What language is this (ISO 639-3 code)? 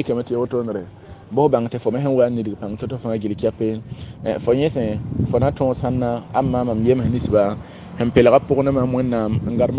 mos